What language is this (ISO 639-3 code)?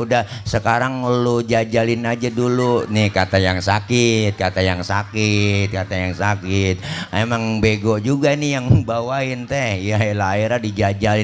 bew